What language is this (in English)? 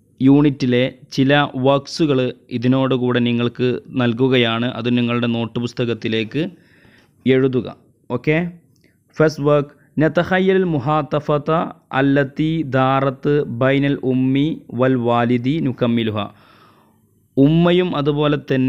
Malayalam